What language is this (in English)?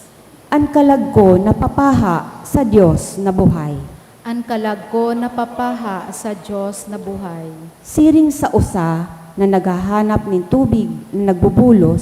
Bikol